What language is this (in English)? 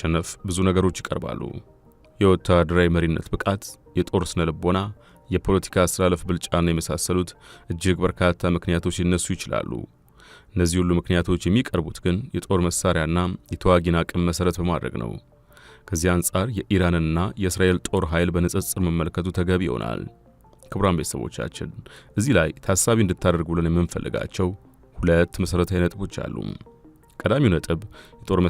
Amharic